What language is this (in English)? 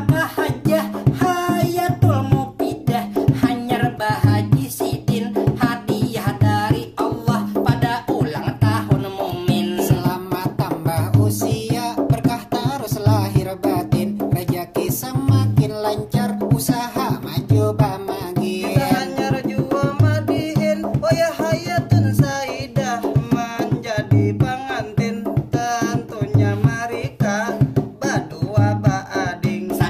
Banjar